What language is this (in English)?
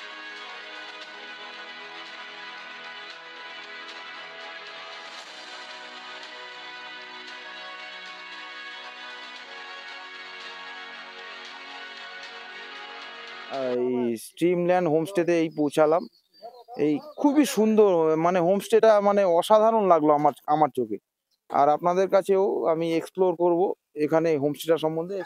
Bangla